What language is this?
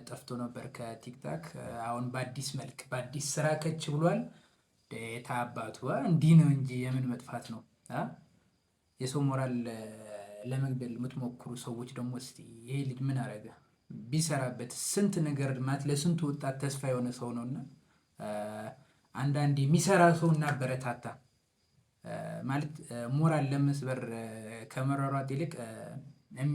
Amharic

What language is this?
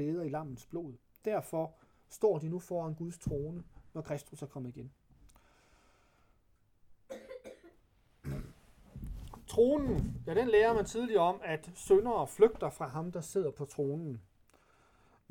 Danish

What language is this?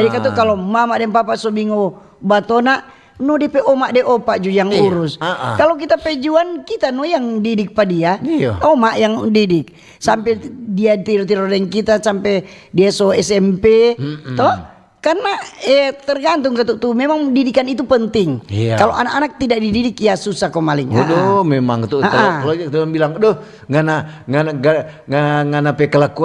Manado Malay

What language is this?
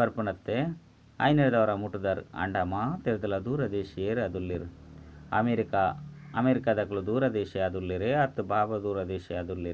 Tulu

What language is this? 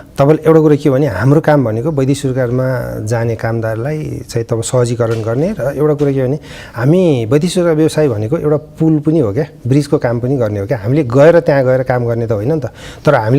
Nepali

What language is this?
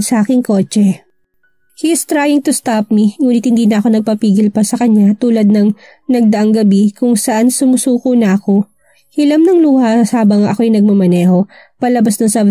Filipino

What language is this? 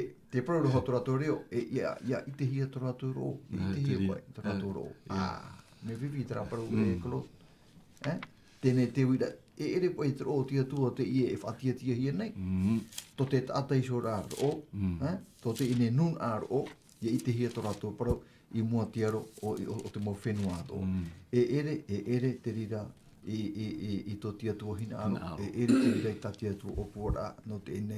Tahitian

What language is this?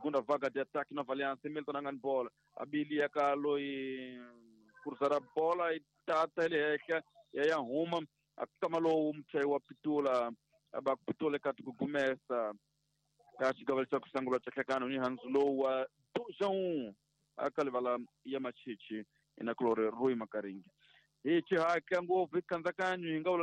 Tsonga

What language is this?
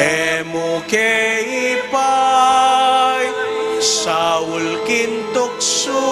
Pampanga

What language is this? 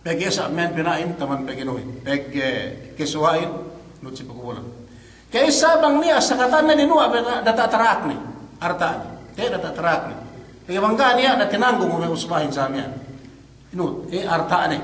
Yakan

